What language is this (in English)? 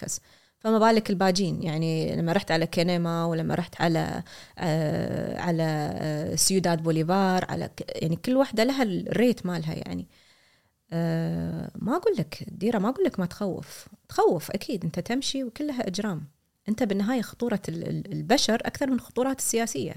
Gulf Arabic